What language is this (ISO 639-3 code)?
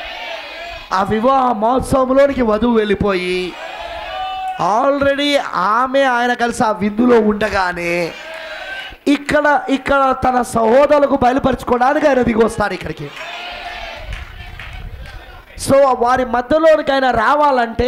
tel